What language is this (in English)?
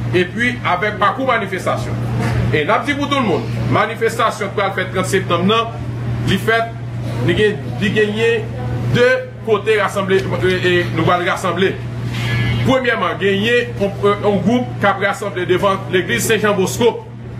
Haitian Creole